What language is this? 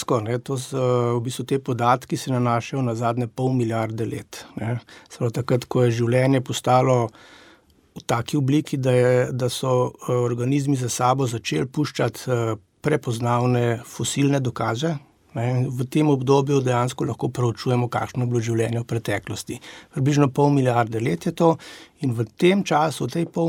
Slovenian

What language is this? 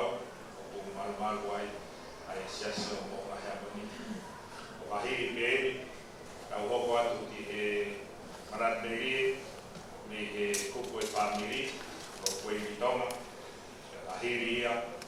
Tongan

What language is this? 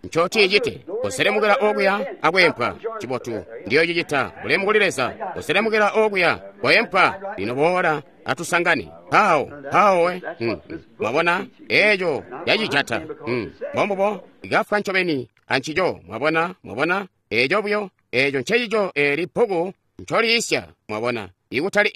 Tonga (Zambia)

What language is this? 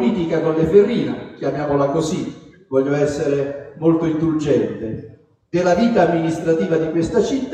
Italian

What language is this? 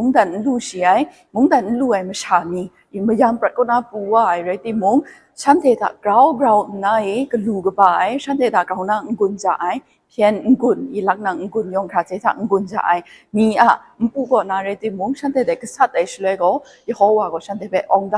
Kachin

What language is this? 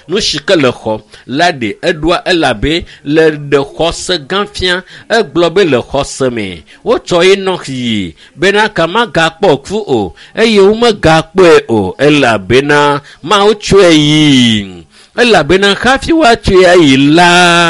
Ewe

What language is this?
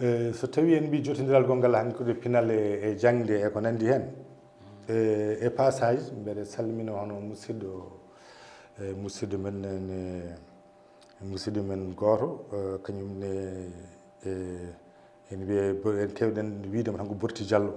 Fula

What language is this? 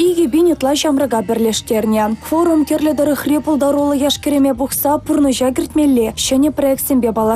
Chuvash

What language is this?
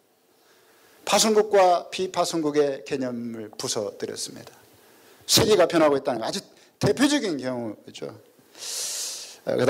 Korean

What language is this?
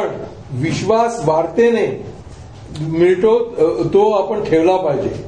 Marathi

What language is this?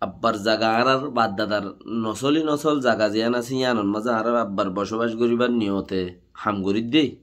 Rohingya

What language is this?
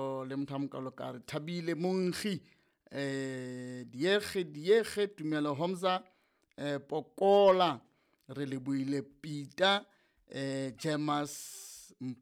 Southern Sotho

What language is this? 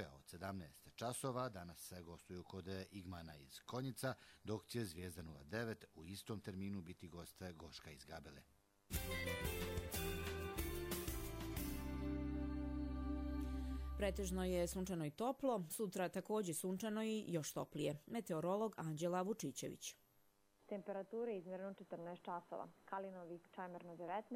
Bosnian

